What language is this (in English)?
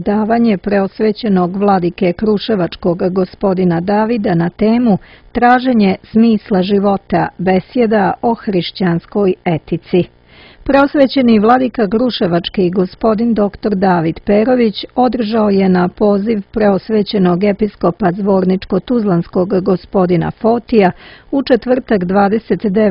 Serbian